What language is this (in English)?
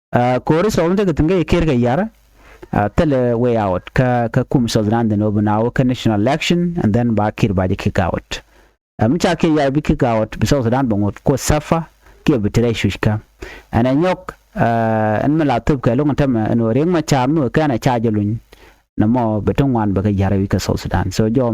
Nuer